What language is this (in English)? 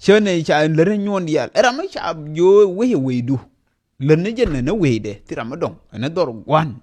Nuer